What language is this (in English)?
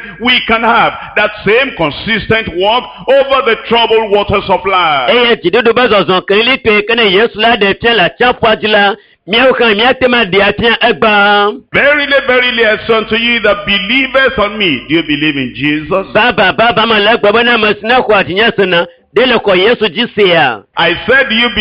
Ewe